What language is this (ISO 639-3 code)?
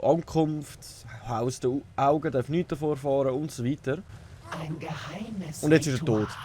gsw